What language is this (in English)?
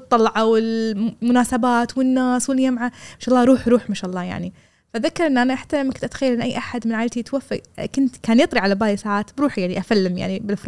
Gulf Arabic